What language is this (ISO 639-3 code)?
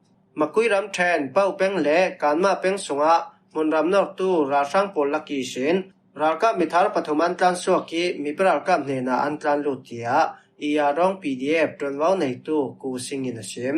cfm